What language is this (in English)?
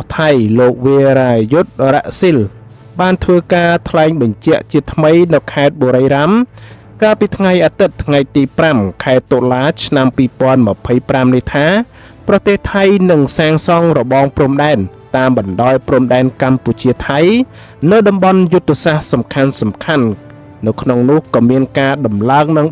Khmer